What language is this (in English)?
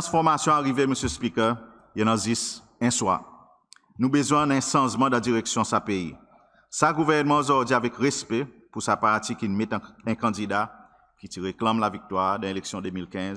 Seselwa Creole French